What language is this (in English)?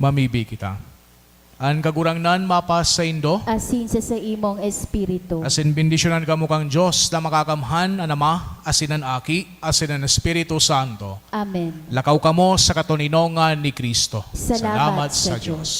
Bikol